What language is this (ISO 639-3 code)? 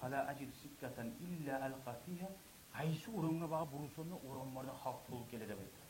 kum